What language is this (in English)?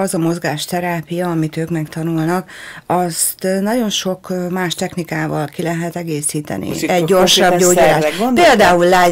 Hungarian